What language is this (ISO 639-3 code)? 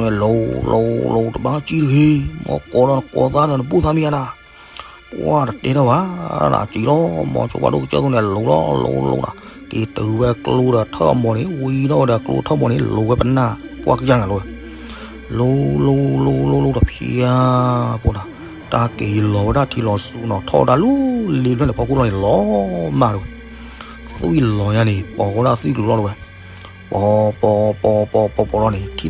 ksw